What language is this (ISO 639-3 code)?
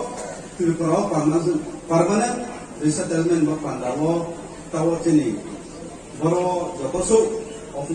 ria